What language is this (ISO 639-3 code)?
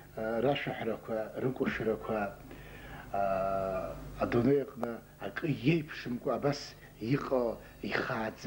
abk